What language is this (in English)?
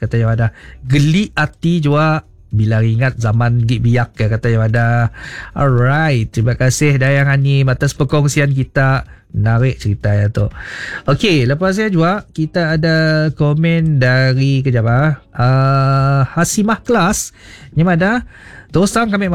Malay